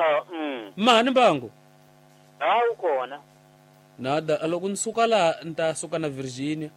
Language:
Tsonga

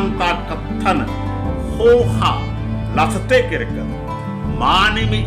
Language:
Kurukh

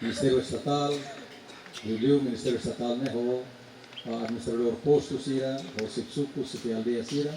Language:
Tetum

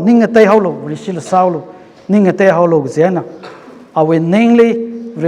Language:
Tangkhul Naga (India)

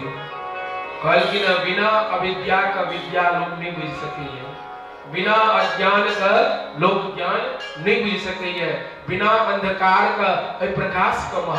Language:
Maithili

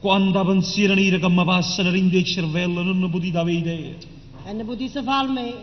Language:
Neapolitan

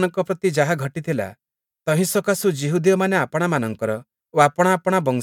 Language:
Odia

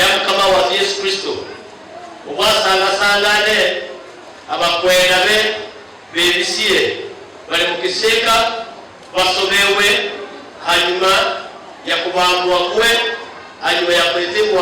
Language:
Nyankole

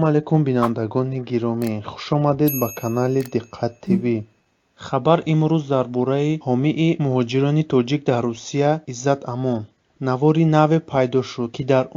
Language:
Tajik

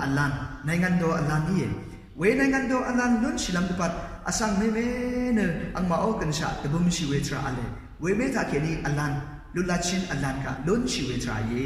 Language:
Rawang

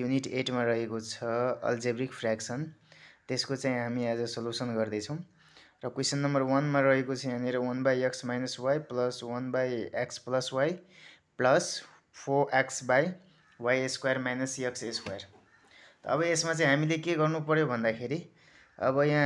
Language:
Nepali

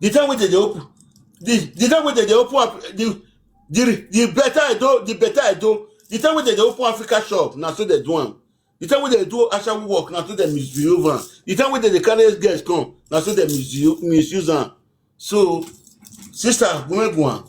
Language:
Nigerian Pidgin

